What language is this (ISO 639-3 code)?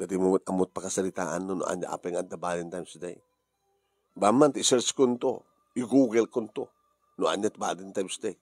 ilo